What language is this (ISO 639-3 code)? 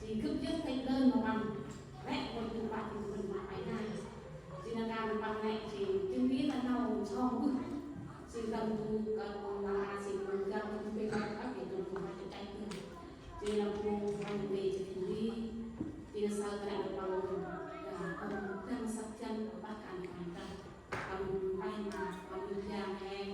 cmo